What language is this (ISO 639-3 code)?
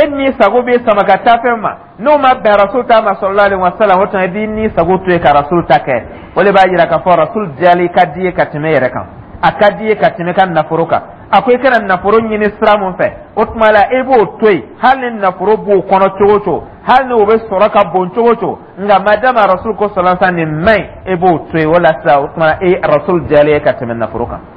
dyu